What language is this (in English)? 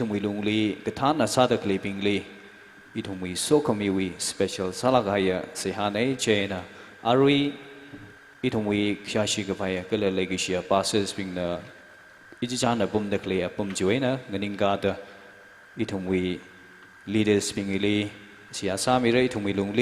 Tangkhul Naga (India)